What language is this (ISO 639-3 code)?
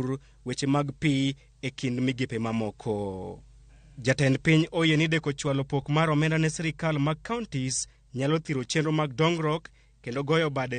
luo